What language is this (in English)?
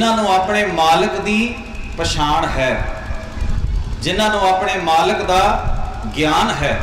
Punjabi